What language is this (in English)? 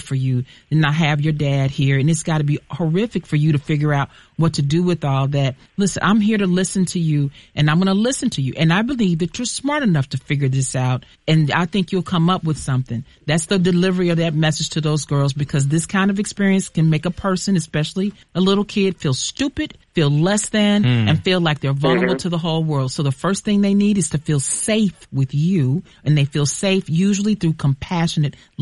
English